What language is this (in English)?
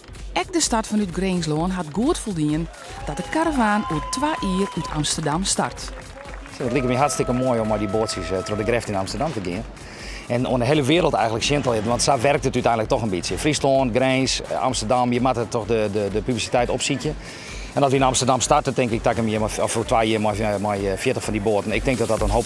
Western Frisian